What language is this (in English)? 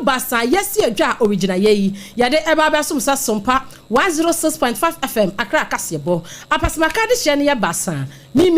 Akan